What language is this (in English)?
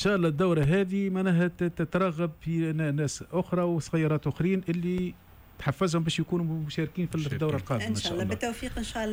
Tunisian Arabic